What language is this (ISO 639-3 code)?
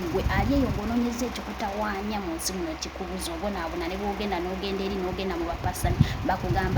lug